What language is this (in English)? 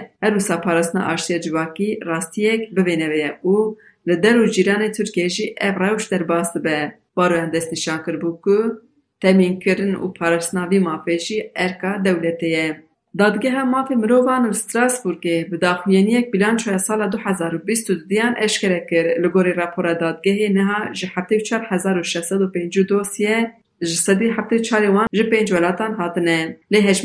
Kurdish